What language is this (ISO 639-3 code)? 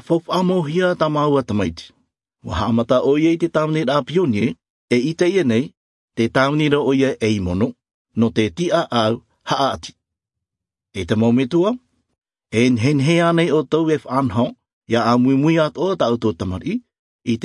sqi